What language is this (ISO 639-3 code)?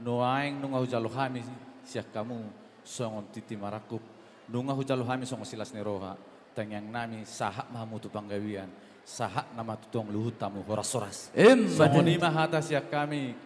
bbc